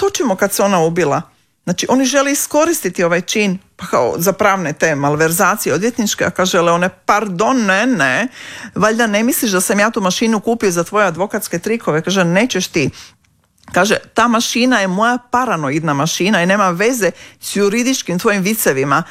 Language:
Croatian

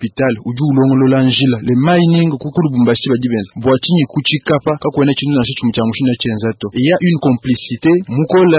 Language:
Luba-Lulua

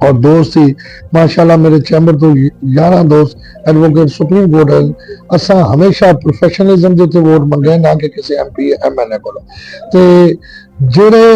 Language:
Saraiki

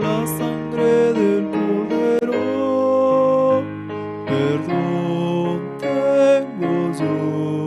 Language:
Aymara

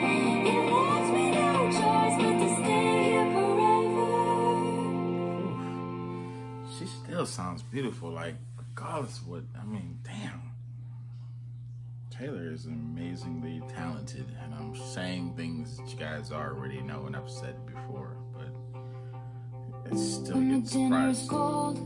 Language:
English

